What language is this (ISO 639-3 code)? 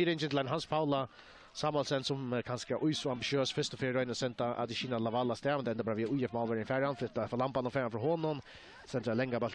fao